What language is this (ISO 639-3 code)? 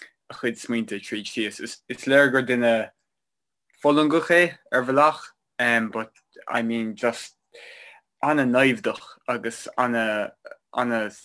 gle